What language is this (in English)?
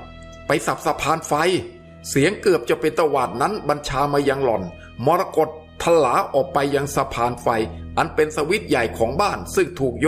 Thai